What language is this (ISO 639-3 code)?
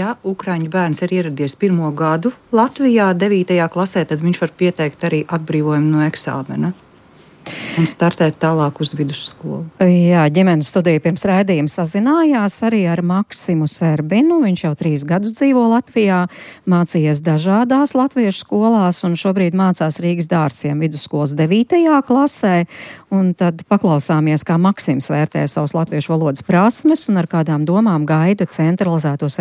lav